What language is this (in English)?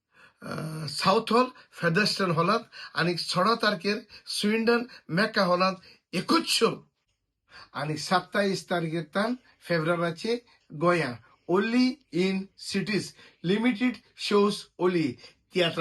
Konkani